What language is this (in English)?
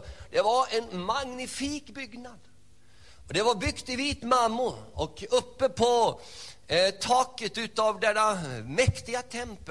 Swedish